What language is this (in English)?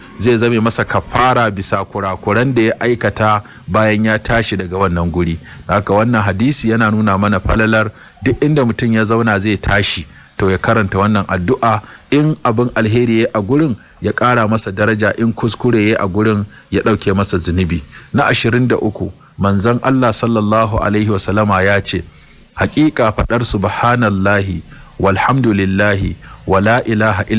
Hausa